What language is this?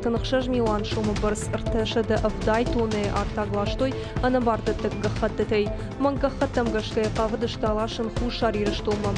Ossetic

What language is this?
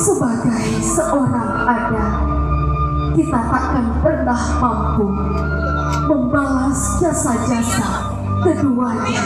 Minangkabau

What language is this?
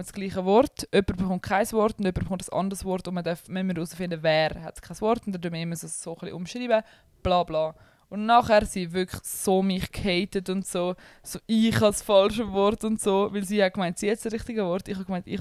Swiss German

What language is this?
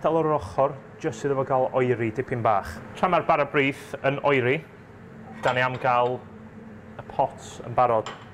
Welsh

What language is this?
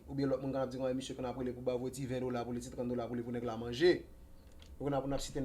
Haitian Creole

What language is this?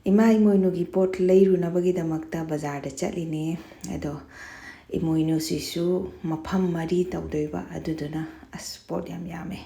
Manipuri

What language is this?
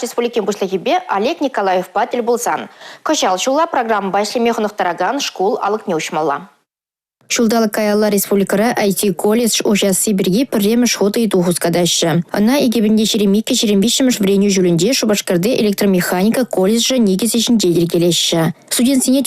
Chuvash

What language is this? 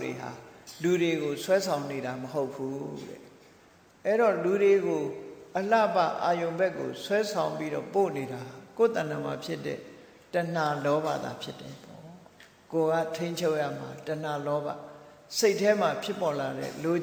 Burmese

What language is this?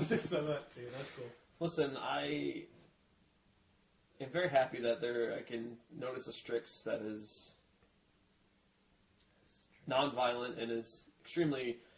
English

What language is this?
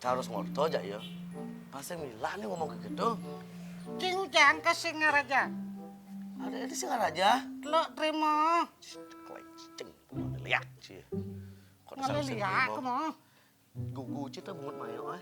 Balinese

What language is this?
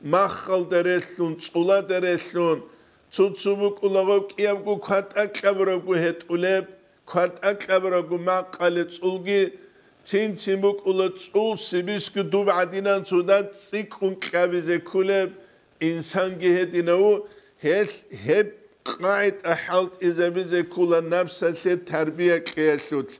Avaric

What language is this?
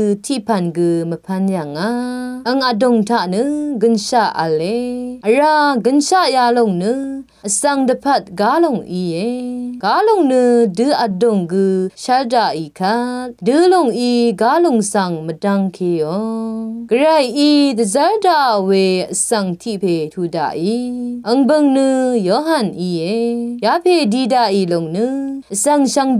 Rawang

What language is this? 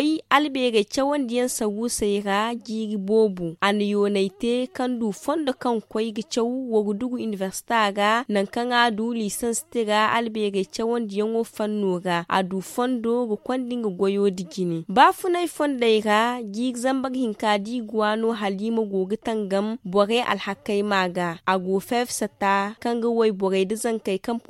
Zarma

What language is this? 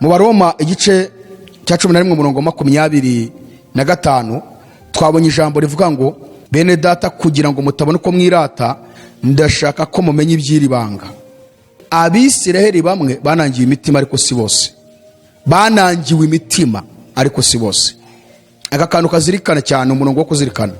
Kinyarwanda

